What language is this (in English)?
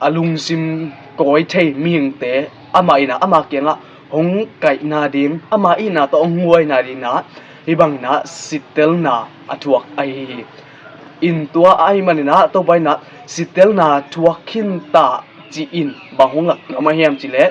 Tedim Chin